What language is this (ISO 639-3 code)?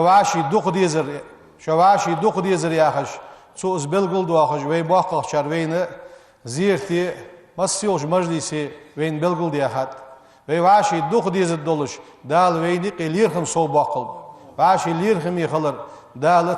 inh